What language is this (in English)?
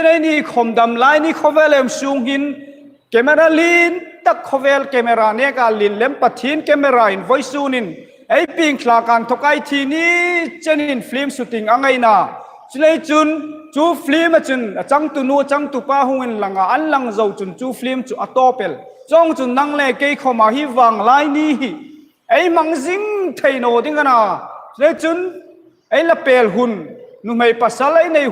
Hmar